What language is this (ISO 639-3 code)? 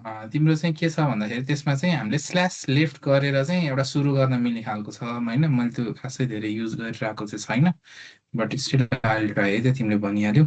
nep